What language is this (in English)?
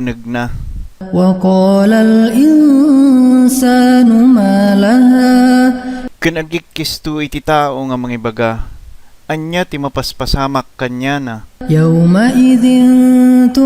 Iloko